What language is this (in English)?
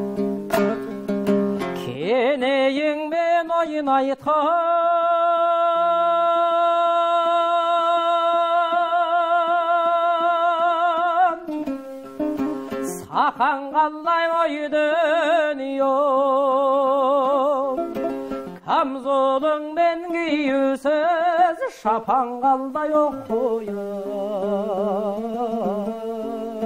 Kazakh